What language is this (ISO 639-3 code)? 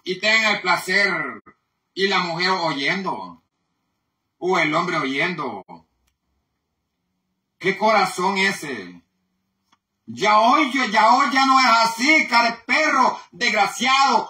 spa